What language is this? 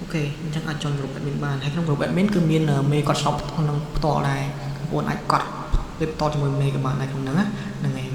Khmer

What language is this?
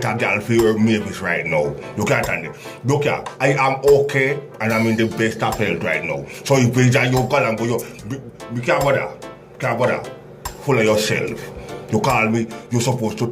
Jamaican Creole English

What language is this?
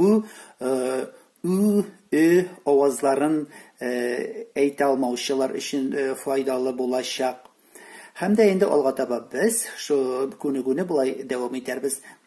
Tatar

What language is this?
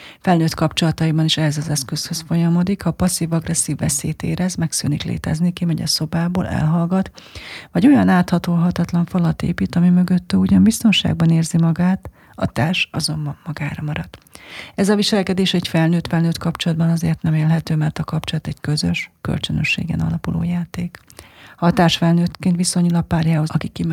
Hungarian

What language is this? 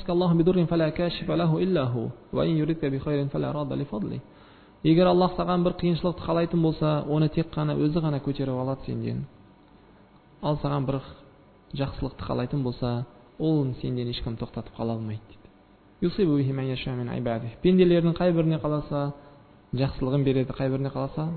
Kazakh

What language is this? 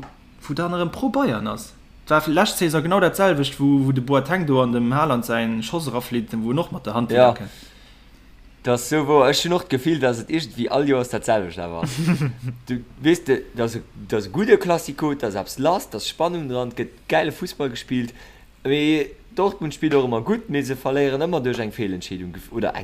Luxembourgish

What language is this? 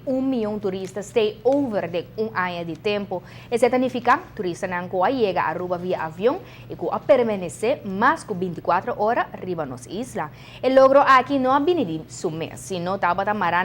Papiamento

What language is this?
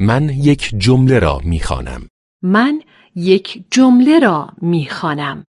Persian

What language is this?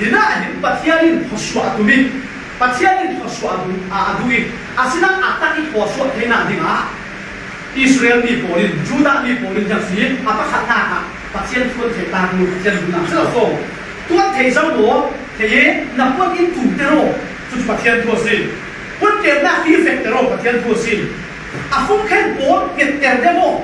Falam Chin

